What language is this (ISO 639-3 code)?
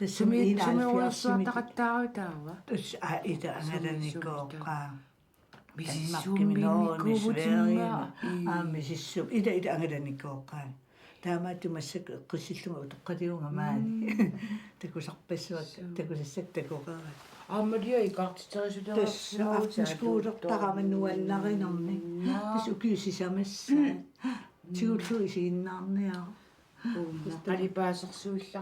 kal